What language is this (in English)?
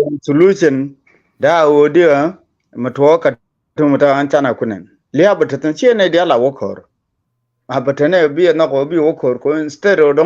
Nuer